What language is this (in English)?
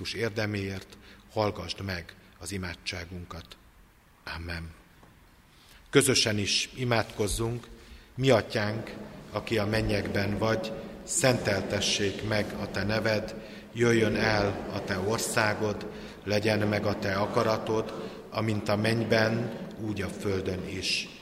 Hungarian